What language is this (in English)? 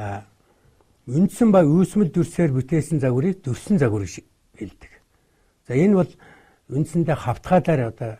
Mongolian